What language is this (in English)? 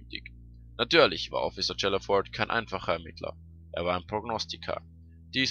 Swiss German